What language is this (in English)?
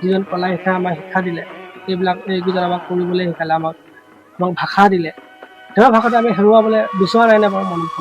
Assamese